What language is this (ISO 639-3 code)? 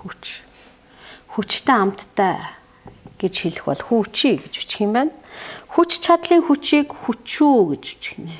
mon